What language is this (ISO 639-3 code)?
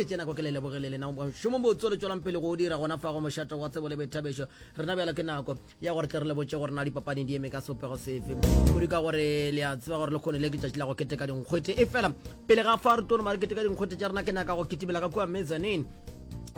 nso